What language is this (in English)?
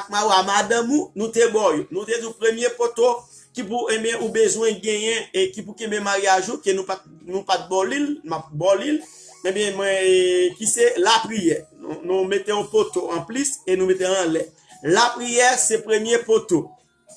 Haitian Creole